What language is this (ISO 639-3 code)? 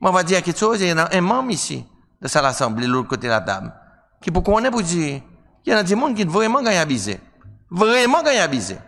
crs